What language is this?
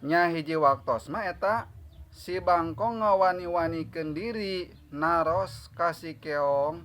Sundanese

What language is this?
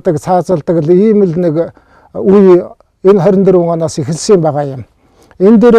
Mongolian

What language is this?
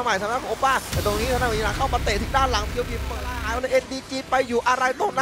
Thai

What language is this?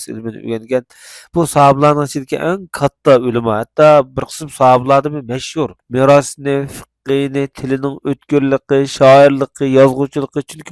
Uyghur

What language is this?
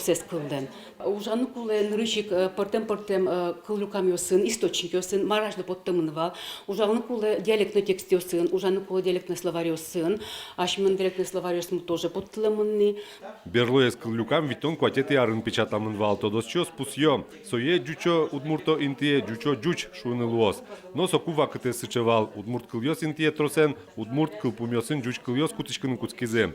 Udmurt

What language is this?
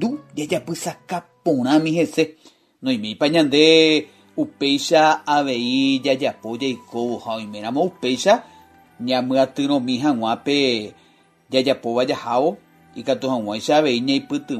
Guarani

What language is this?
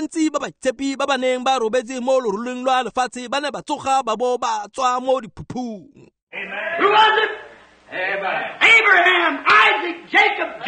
Tswana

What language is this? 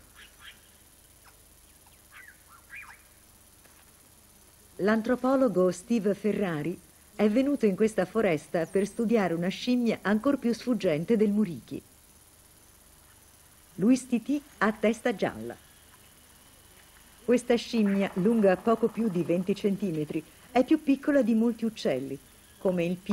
Italian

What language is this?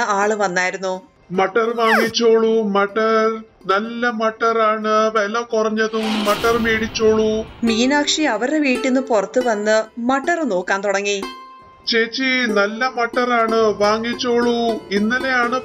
Malayalam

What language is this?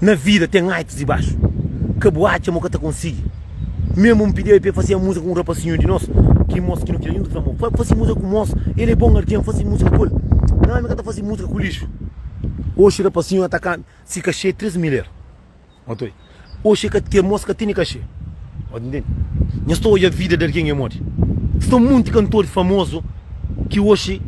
Kabuverdianu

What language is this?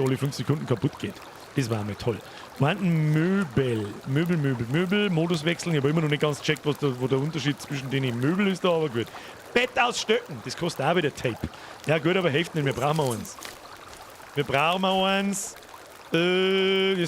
Bavarian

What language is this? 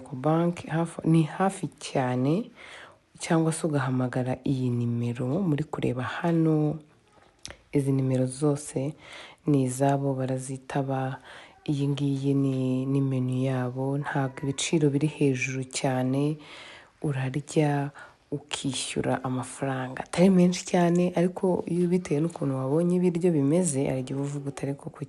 Kinyarwanda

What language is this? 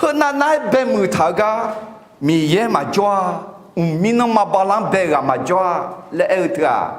Akha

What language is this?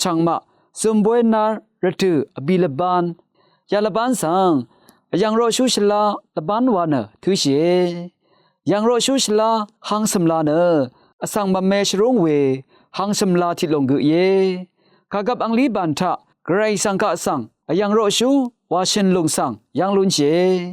Rawang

